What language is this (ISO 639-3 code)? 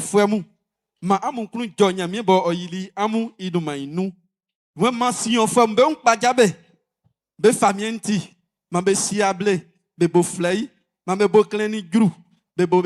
bci